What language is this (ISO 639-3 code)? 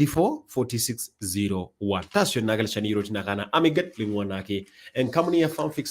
mas